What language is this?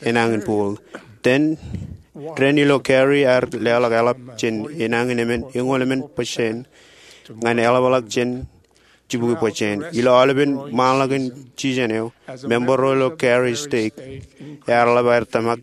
Marshallese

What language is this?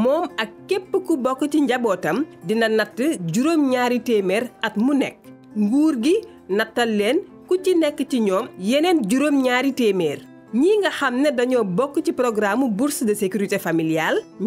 Wolof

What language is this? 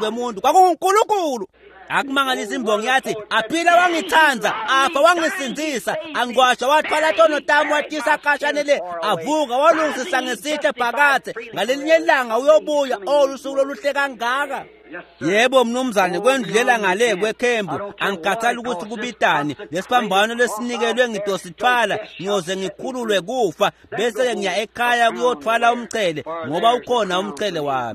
Swati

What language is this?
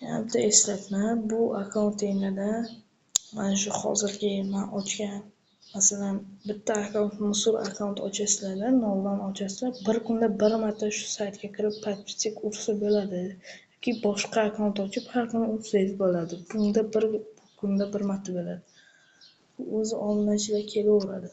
Uzbek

